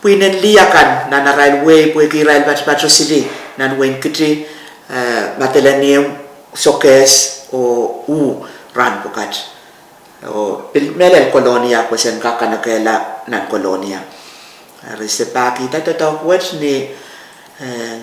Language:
Pohnpeian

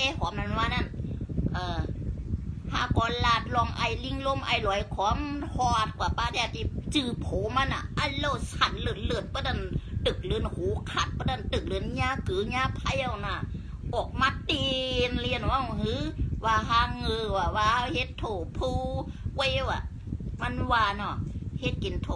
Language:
Shan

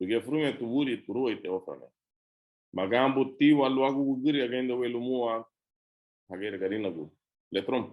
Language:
Garifuna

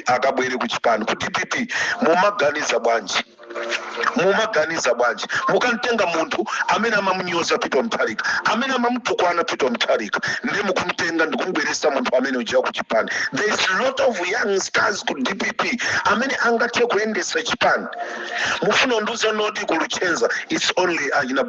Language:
Nyanja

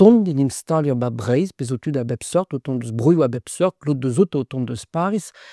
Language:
Breton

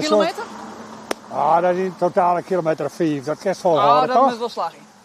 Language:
Western Frisian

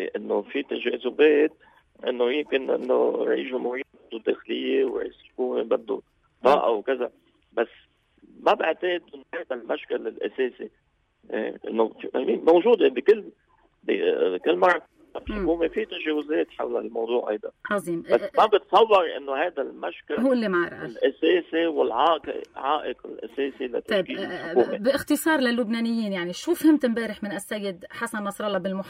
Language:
North Levantine Arabic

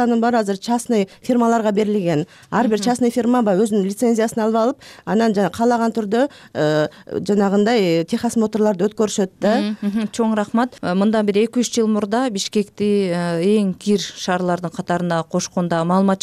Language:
Kyrgyz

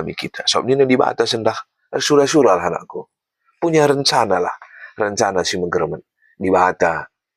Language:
Batak Karo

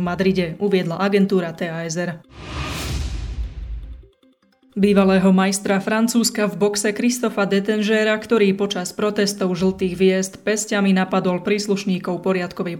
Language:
Slovak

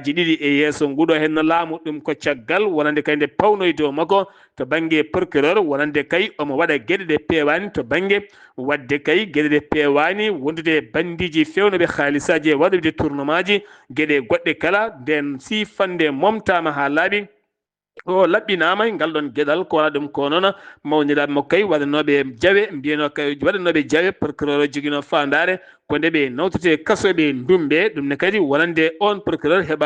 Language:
Fula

